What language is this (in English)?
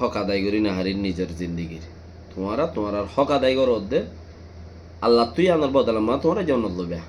Rohingya